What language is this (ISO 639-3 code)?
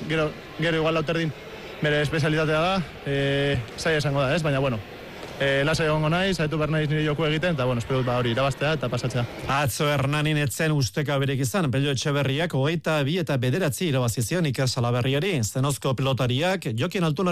eus